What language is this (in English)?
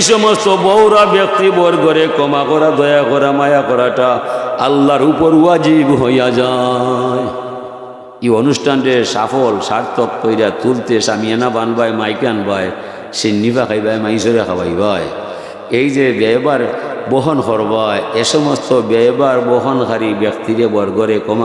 Sylheti